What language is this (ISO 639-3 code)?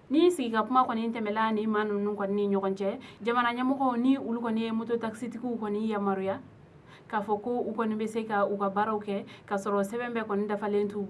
bam